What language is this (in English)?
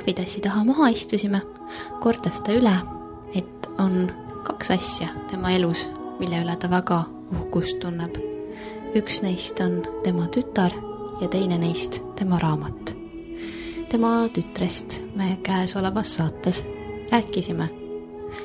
Estonian